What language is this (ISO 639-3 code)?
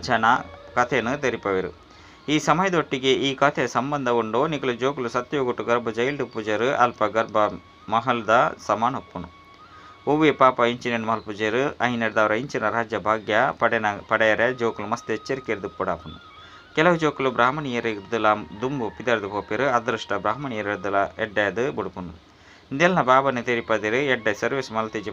tcy